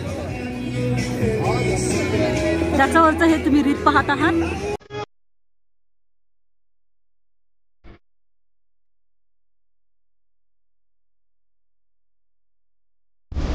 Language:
Marathi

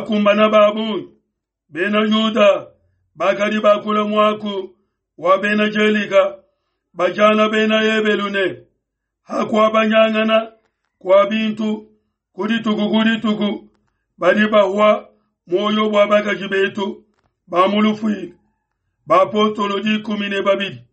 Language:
Luba-Lulua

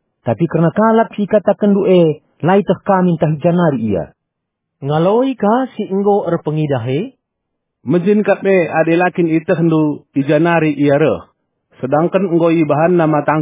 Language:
Batak Karo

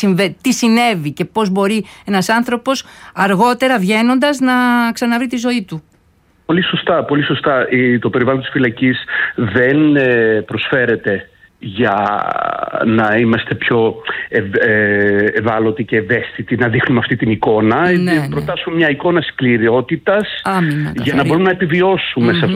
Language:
Greek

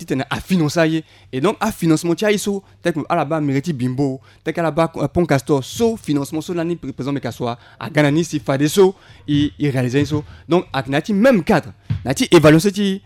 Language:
Sango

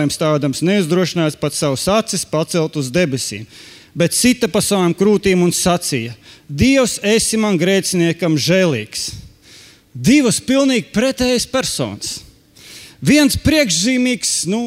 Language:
Latvian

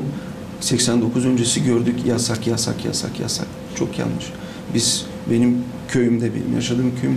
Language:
Gagauz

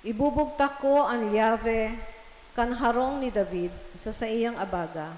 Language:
Bikol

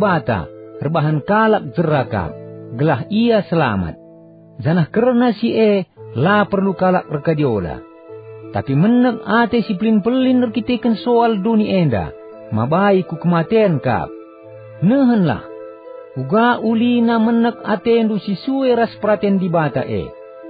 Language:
Batak Karo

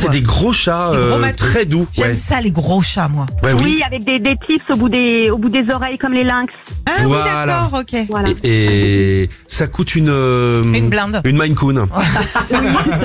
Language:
French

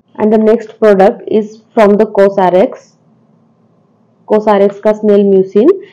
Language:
Hindi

